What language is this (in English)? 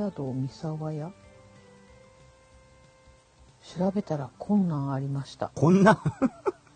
Japanese